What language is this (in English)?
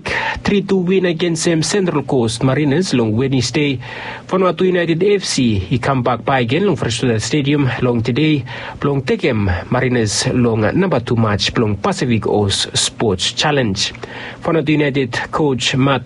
Bislama